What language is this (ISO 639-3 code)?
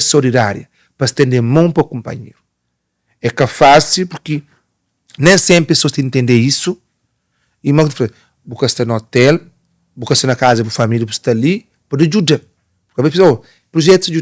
kea